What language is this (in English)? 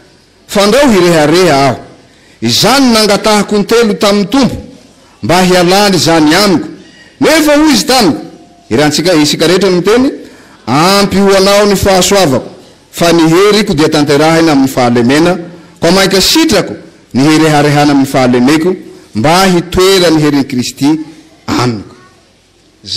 Malagasy